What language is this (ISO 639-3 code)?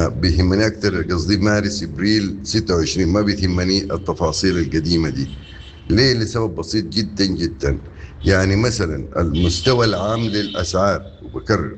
apd